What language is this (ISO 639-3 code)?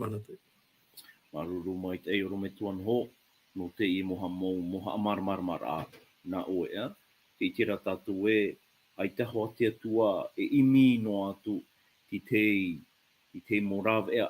tah